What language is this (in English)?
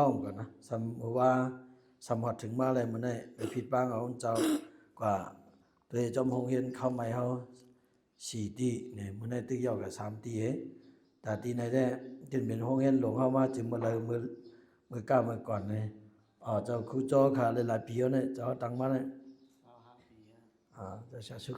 Shan